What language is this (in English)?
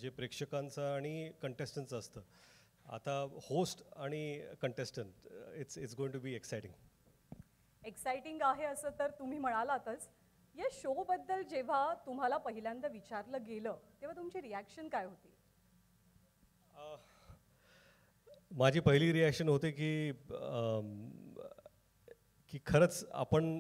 Marathi